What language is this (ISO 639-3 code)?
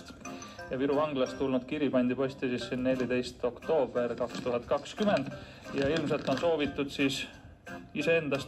est